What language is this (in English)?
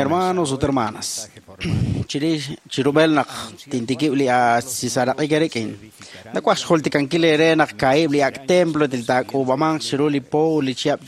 Kekchí